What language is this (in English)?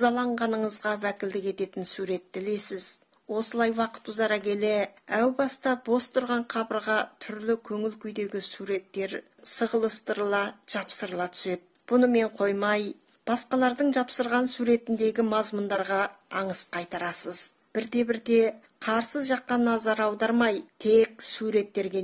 Kazakh